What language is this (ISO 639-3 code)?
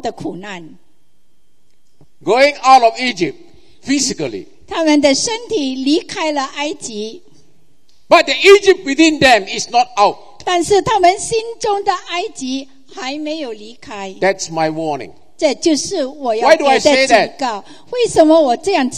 zho